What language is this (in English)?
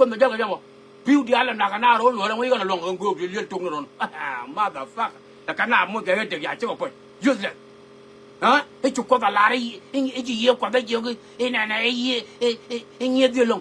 Nuer